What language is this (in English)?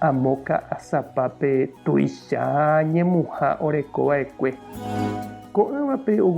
Guarani